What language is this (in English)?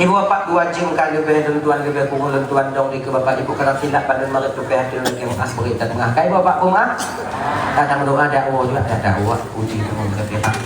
Achinese